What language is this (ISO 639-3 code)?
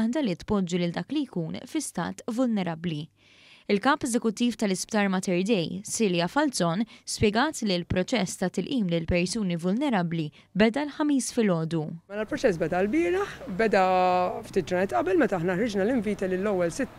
mlt